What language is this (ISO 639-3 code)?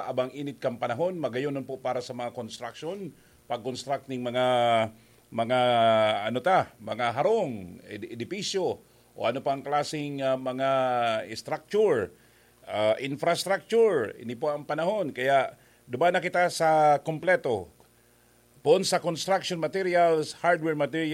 bik